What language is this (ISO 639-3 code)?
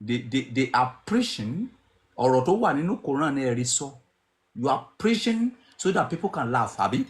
yor